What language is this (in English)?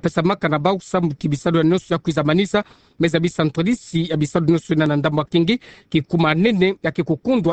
Kituba (Democratic Republic of Congo)